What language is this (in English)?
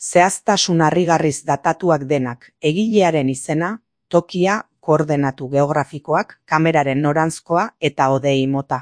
Basque